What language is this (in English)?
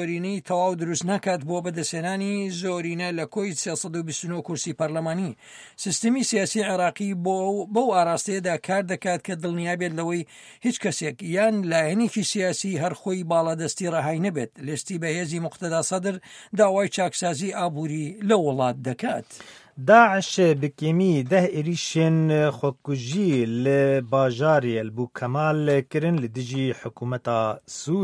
Central Kurdish